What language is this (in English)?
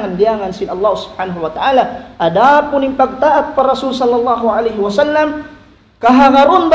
Tausug